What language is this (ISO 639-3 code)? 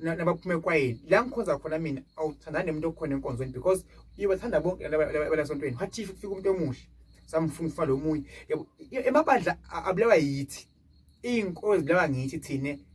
zul